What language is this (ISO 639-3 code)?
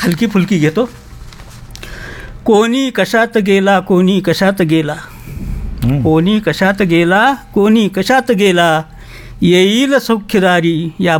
mar